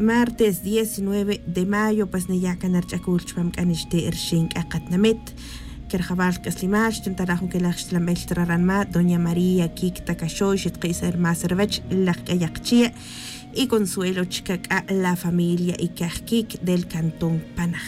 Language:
Tz'utujil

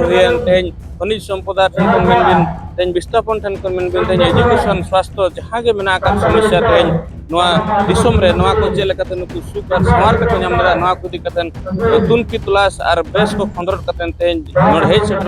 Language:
Santali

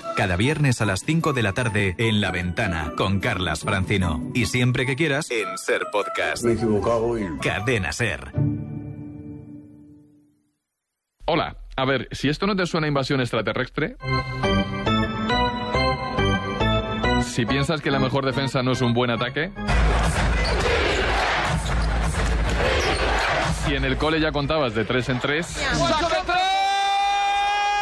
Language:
Spanish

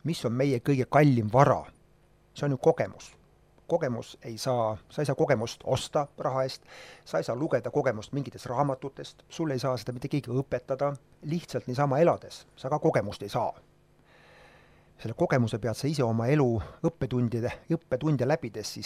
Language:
Estonian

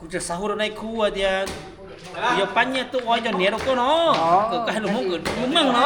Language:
Hmong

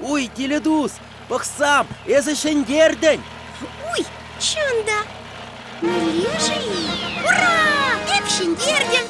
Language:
Chuvash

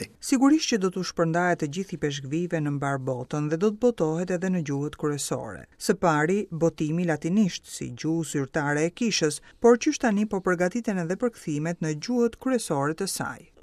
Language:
Albanian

